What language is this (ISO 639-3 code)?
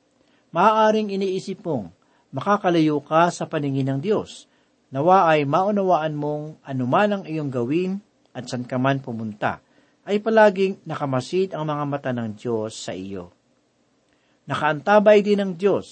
fil